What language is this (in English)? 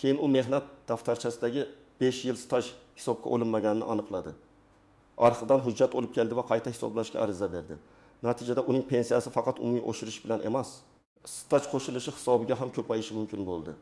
Uzbek